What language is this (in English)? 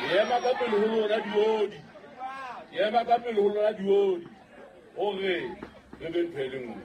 Southern Sotho